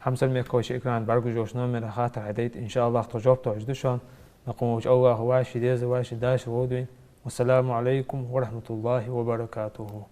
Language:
Ingush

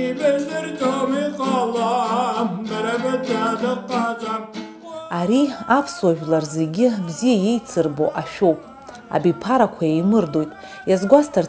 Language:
Abkhazian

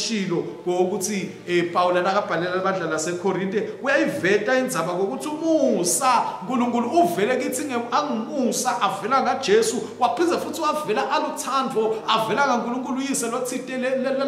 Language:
Swati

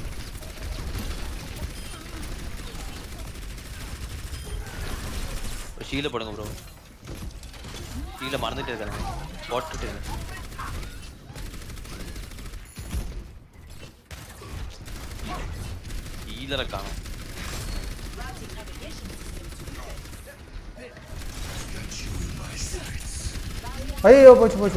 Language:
Tamil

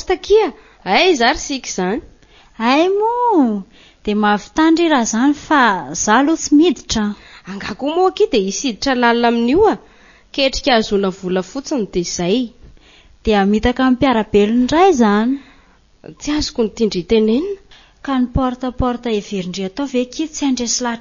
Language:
Malagasy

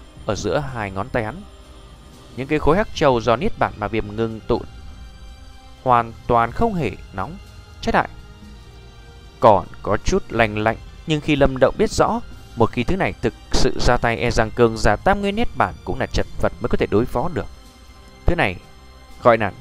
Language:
Vietnamese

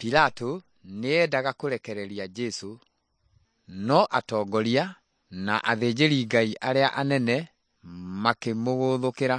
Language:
Kikuyu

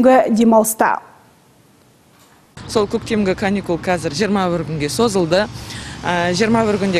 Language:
Kazakh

